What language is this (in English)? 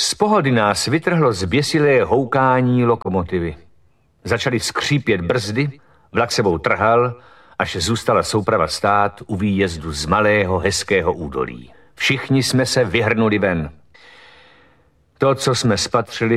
Czech